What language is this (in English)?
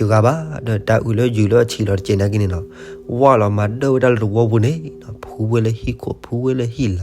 S'gaw Karen